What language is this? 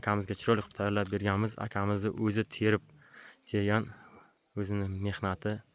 Uzbek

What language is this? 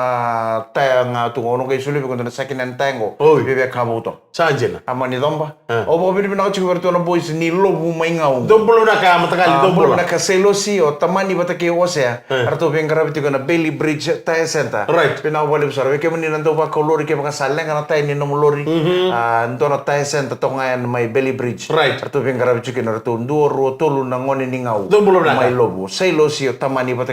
Fijian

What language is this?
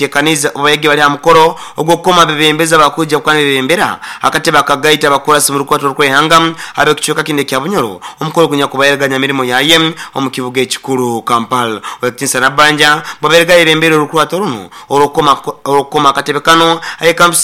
Nyoro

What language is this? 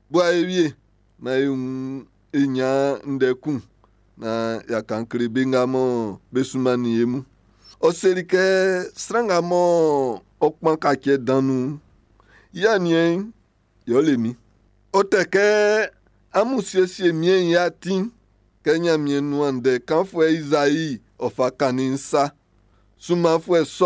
Baoulé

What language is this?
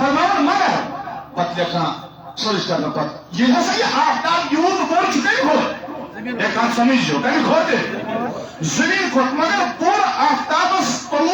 Kashmiri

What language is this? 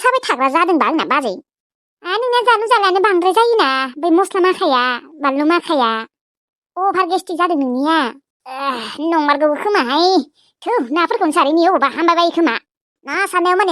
Bodo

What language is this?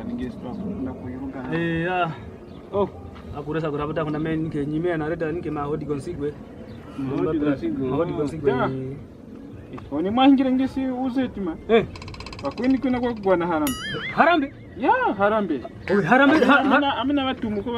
Kwangali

